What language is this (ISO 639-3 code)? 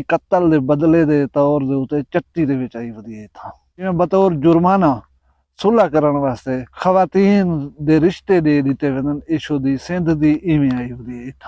skr